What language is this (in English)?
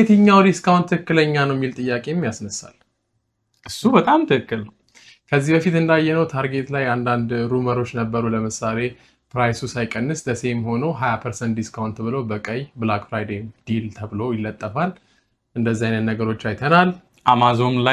Amharic